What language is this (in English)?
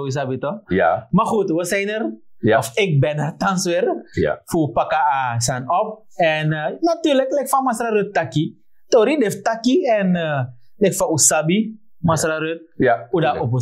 Sranan Tongo